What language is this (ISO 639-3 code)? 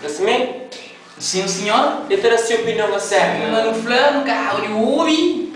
kea